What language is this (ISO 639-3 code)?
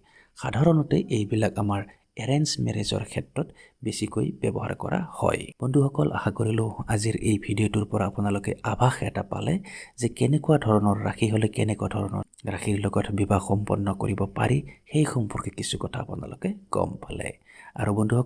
asm